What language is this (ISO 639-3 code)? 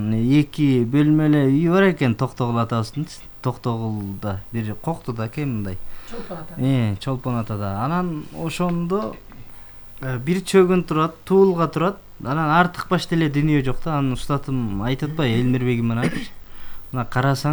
kir